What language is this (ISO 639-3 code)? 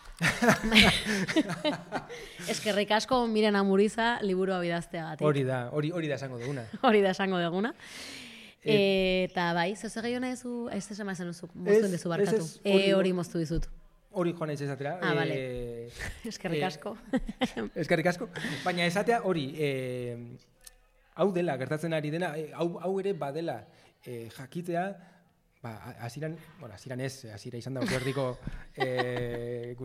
eus